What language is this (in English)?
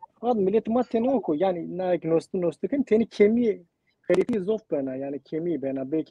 Zaza